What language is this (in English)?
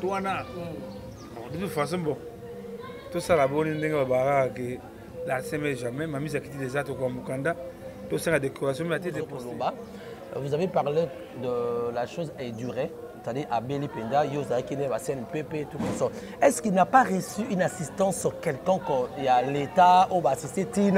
Lingala